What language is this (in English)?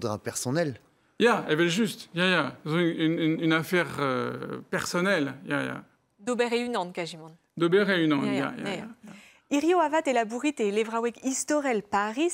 Breton